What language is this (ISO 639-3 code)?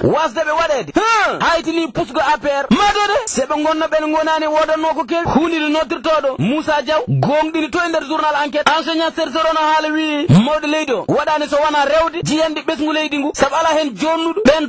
ful